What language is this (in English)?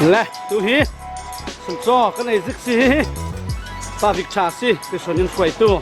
Falam Chin